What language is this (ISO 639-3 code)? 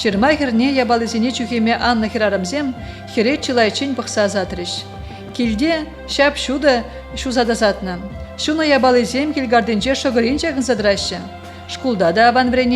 chv